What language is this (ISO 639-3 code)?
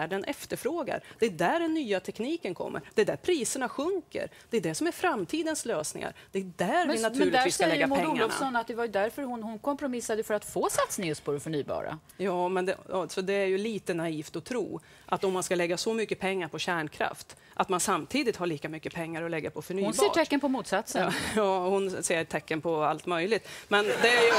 swe